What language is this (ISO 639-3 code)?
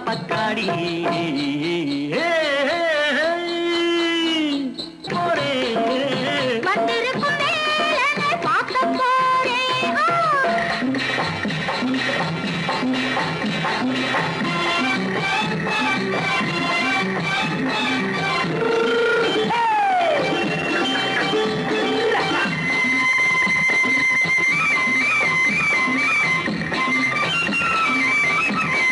tam